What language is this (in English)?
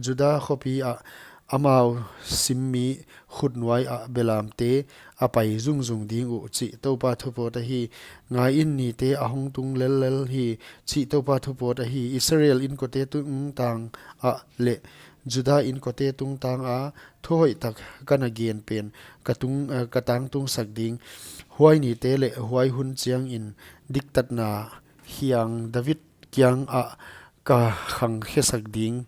Paite Chin